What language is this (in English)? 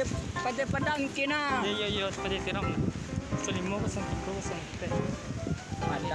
Minangkabau